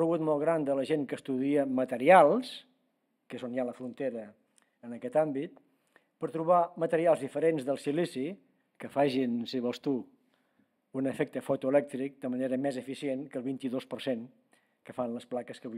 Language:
Catalan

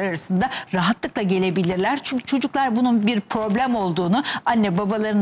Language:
Turkish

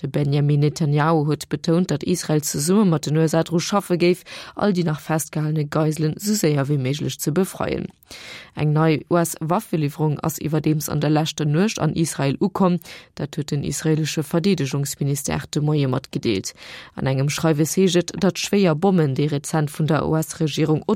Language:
Luxembourgish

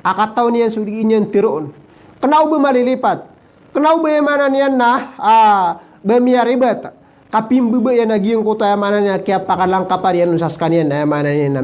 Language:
Maranao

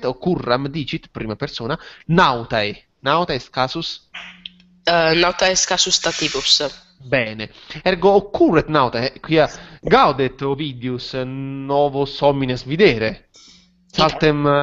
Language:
Latin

